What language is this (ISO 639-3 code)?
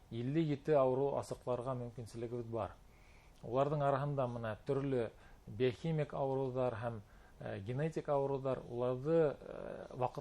bak